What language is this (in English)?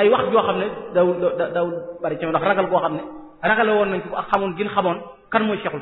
Wolof